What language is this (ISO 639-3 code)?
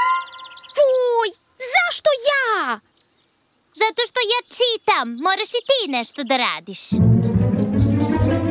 srp